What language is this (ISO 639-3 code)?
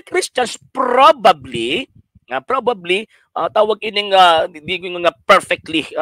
ceb